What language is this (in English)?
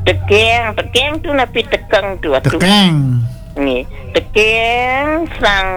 Balinese